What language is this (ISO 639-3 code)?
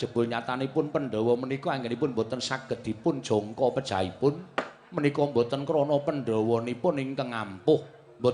jav